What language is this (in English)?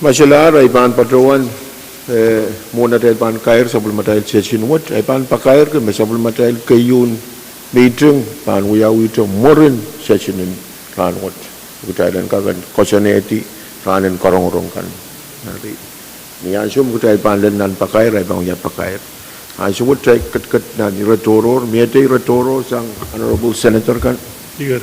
Pohnpeian